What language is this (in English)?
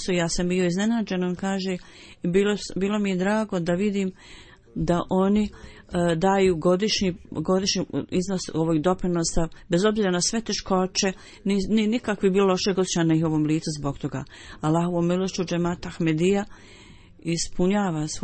Bosnian